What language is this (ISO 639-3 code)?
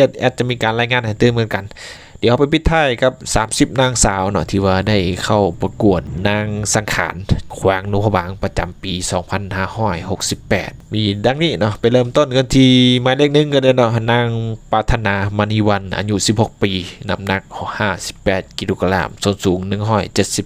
lao